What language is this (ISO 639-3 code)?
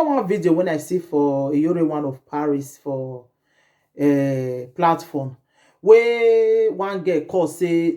pcm